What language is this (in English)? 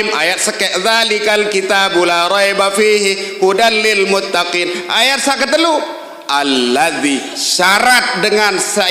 Sasak